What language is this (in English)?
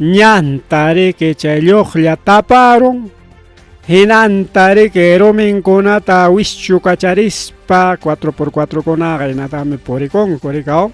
Ayacucho Quechua